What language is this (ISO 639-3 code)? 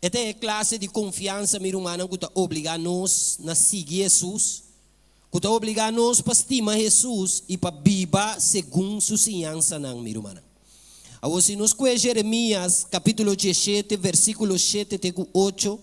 pap